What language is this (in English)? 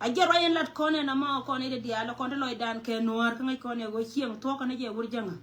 Nuer